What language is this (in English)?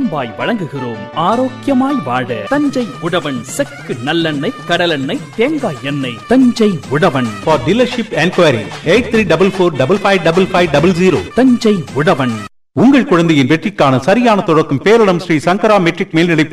Tamil